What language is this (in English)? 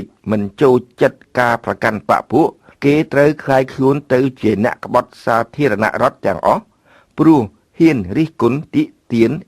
Khmer